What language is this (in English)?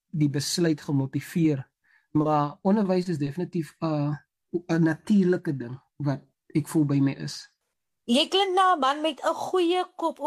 Afrikaans